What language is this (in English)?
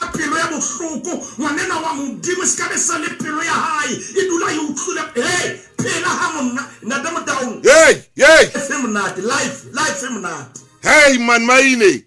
Southern Sotho